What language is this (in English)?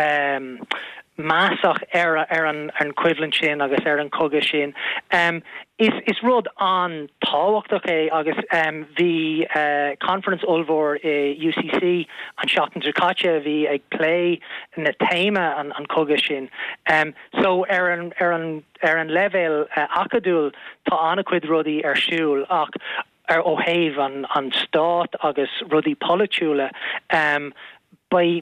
Irish